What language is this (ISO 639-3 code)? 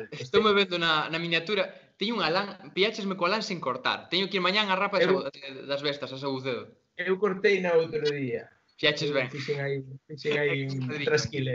glg